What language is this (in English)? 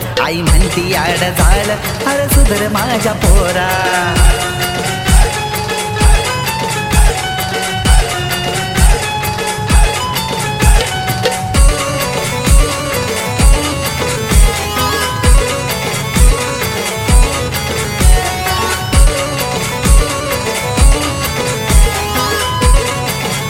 Marathi